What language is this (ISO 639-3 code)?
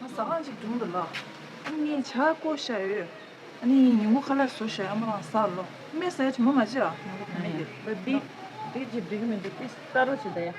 bod